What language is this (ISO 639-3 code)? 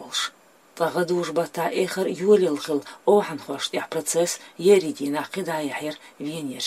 che